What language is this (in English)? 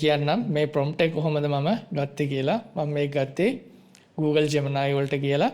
Sinhala